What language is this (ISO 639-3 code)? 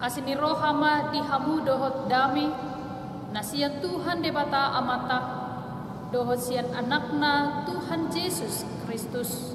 bbc